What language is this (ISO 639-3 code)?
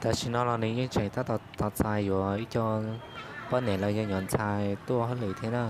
hmn